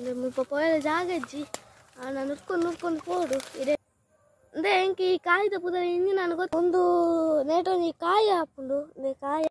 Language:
Tulu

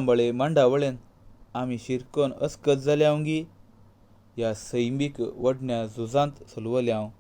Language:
Konkani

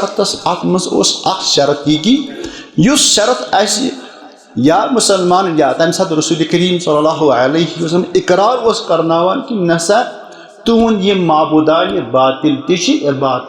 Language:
Kashmiri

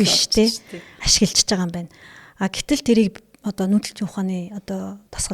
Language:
Mongolian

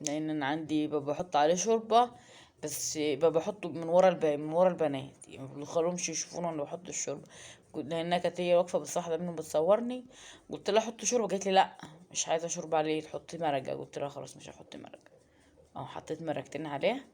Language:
Egyptian Arabic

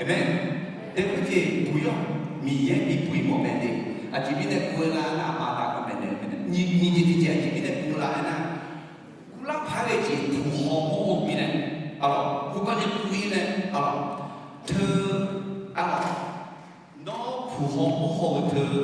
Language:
Akha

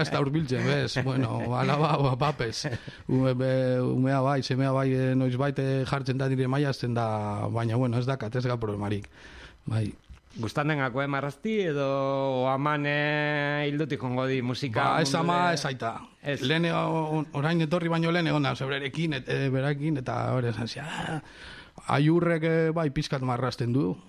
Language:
Basque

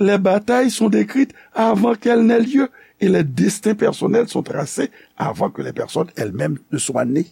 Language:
Haitian Creole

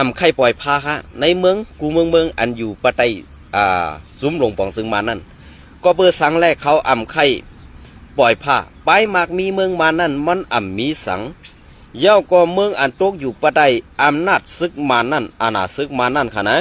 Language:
Shan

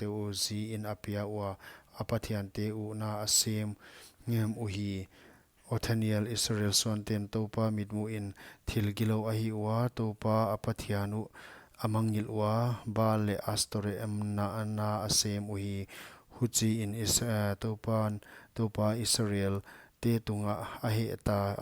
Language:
Paite Chin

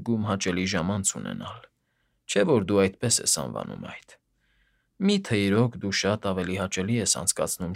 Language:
Armenian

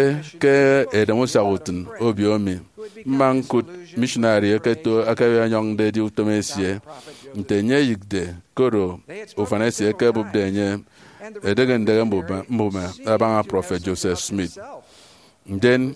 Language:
Efik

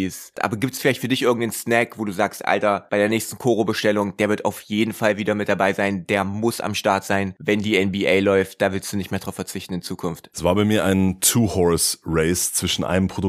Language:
German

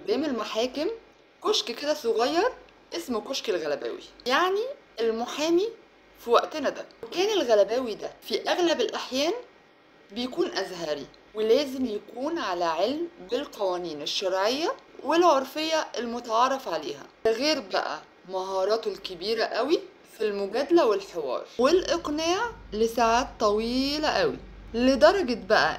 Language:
Egyptian Arabic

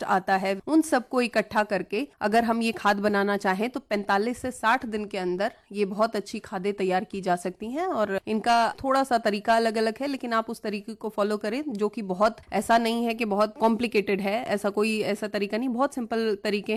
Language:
Hindi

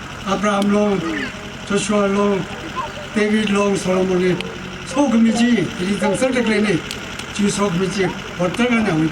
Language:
Tangkhul Naga (India)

